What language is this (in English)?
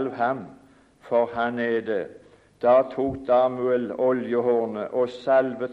Norwegian